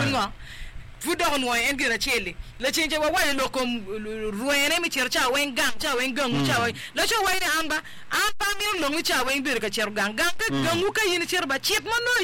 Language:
Acoli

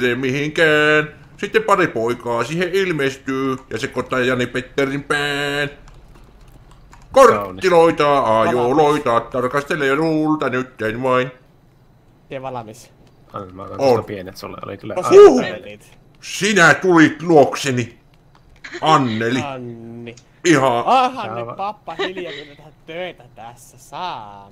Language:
Finnish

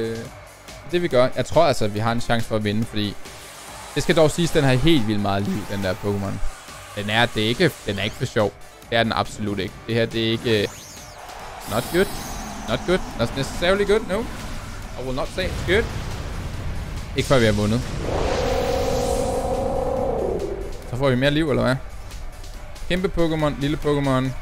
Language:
Danish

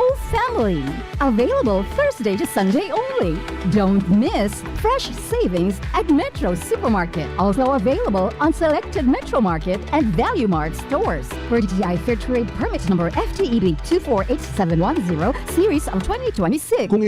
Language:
Bikol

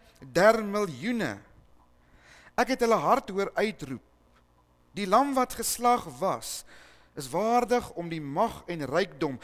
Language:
Afrikaans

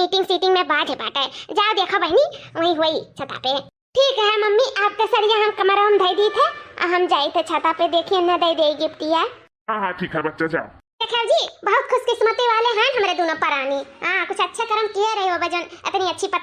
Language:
Awadhi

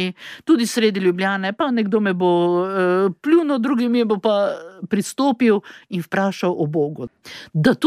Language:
Slovenian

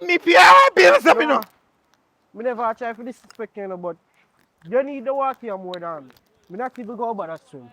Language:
Jamaican Creole English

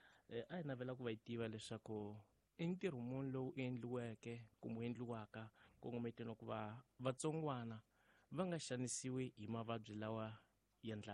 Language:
Tsonga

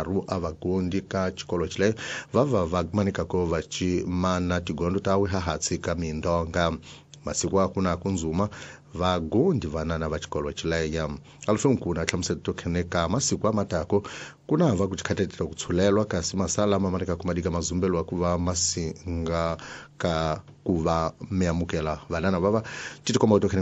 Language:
Tsonga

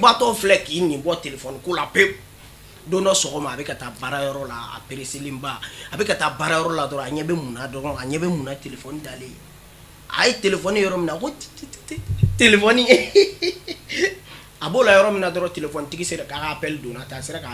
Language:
Bambara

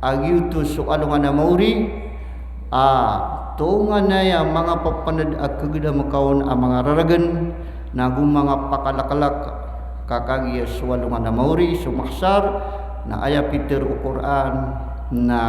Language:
Maranao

